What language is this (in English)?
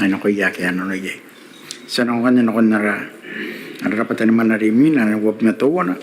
Gilbertese